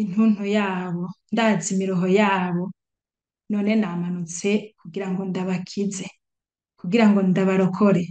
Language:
Rundi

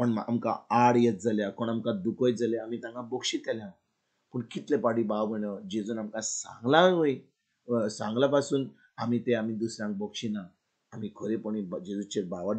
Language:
Konkani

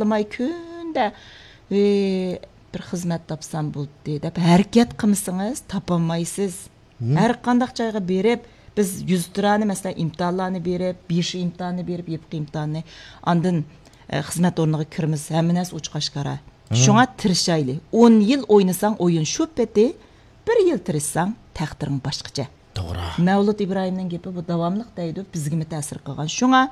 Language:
Uyghur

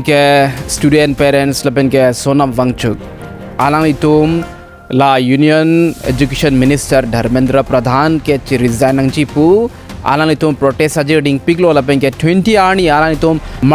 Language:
Karbi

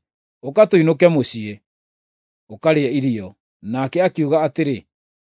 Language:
Kikuyu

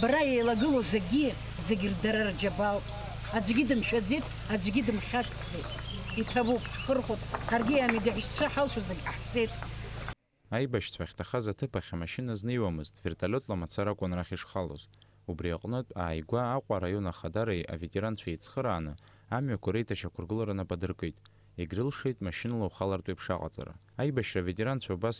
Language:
Abkhazian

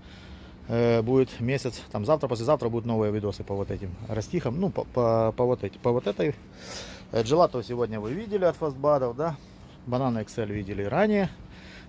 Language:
Russian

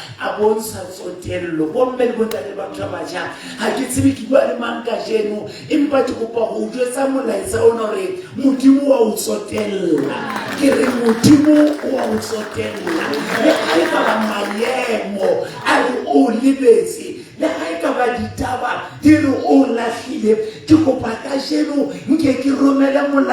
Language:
Southern Sotho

